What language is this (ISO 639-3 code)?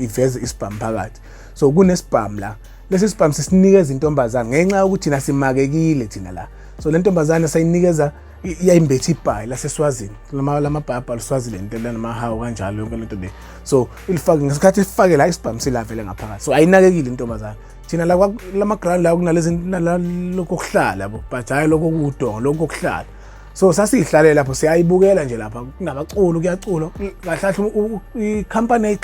zul